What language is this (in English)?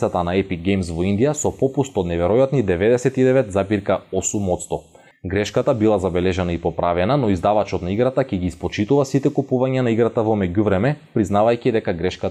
Macedonian